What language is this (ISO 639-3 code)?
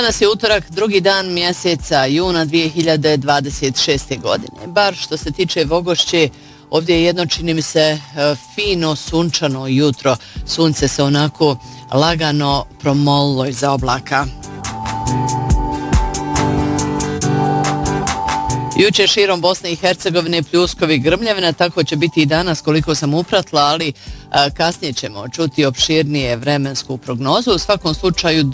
bos